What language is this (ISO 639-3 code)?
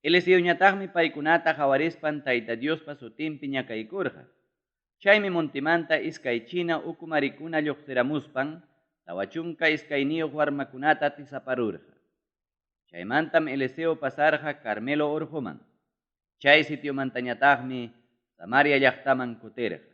quy